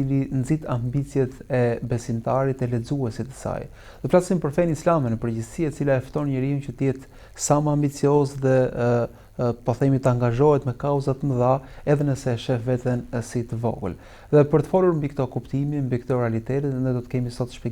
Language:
Albanian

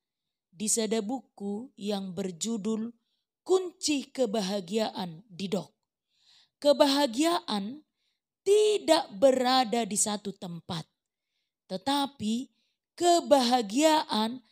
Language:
Batak Toba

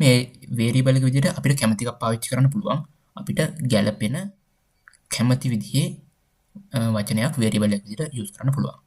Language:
Sinhala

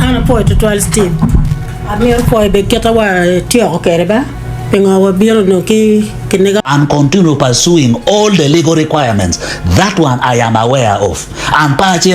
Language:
Acoli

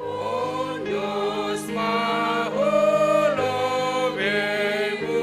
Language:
Batak Simalungun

